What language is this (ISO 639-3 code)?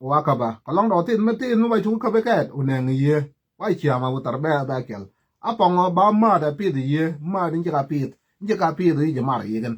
nus